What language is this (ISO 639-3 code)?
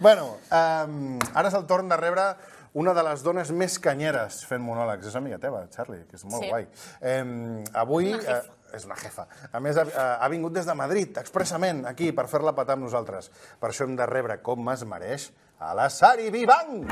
cat